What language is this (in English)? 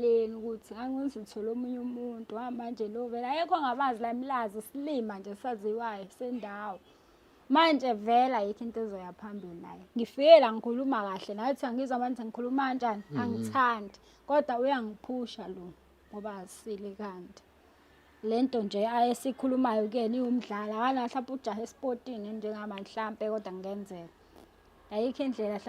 Zulu